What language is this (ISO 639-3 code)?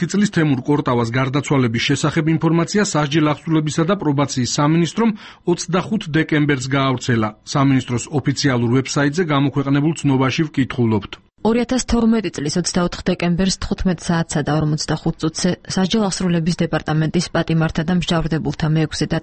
kat